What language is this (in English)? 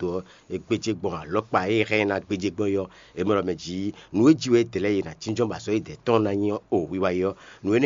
Fon